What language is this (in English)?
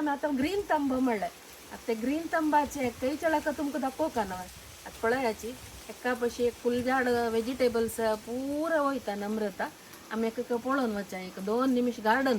Konkani